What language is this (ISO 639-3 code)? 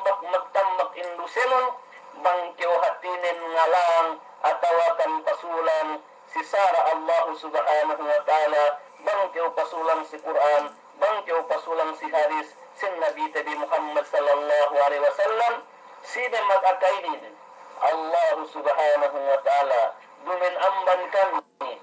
yka